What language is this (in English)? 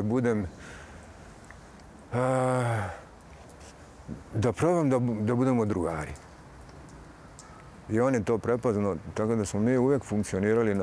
Serbian